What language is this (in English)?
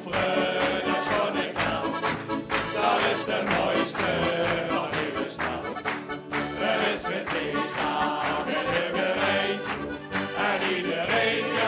Limburgish